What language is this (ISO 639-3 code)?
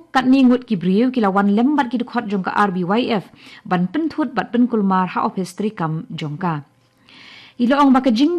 kha